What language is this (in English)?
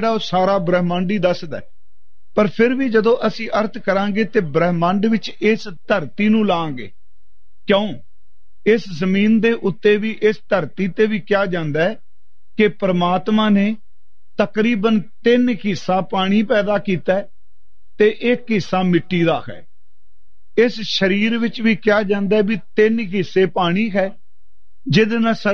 Punjabi